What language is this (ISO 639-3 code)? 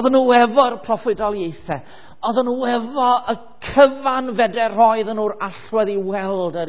cym